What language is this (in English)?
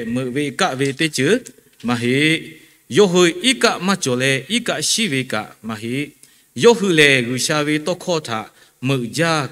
Lahu